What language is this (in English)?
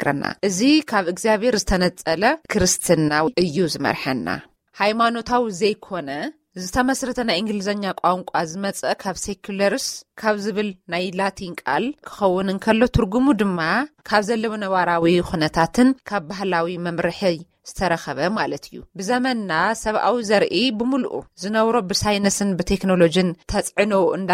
Tigrinya